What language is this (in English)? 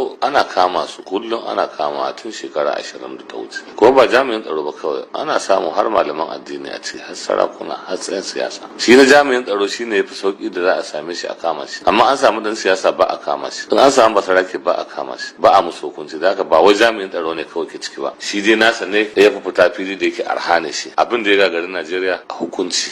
Hausa